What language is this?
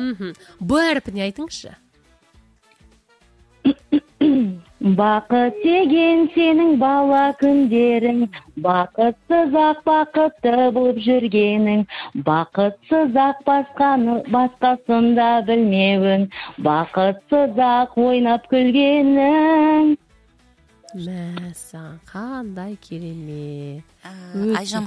Kazakh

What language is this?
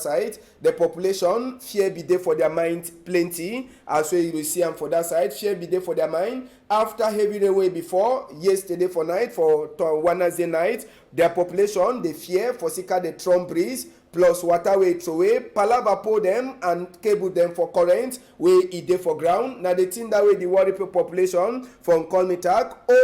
Cameroon Pidgin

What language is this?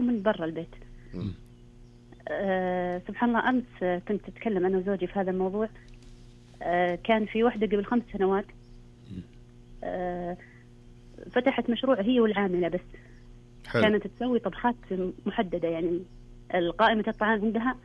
Najdi Arabic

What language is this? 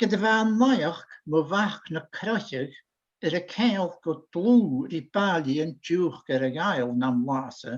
Scottish Gaelic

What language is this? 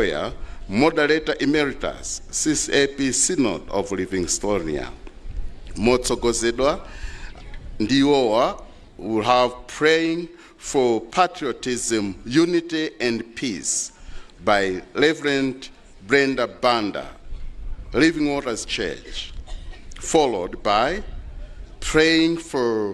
Nyanja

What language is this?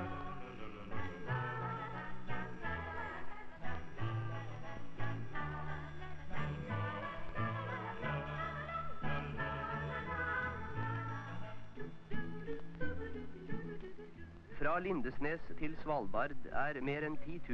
Norwegian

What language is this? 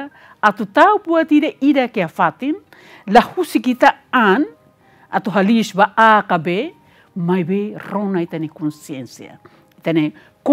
Tetum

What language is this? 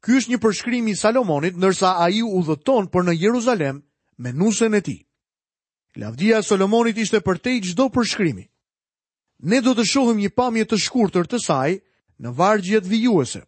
Albanian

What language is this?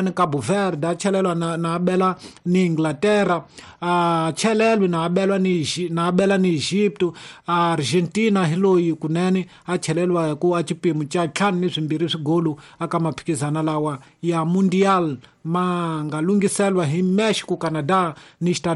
Tsonga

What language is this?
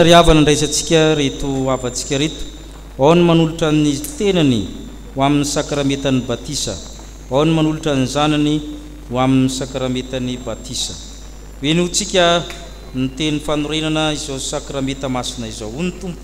Malagasy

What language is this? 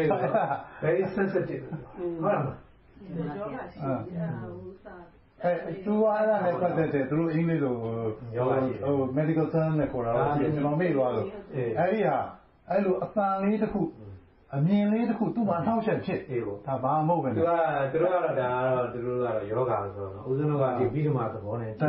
Burmese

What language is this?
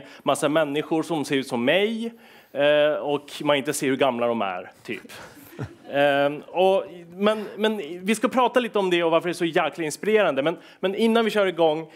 Swedish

